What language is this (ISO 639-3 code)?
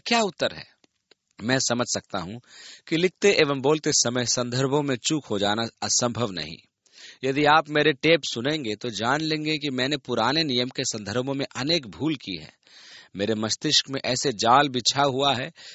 hin